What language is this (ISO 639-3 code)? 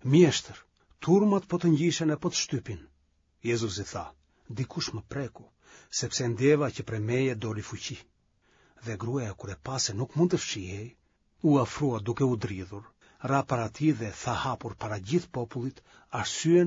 sqi